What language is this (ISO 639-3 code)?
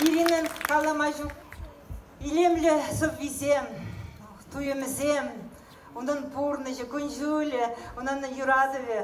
chv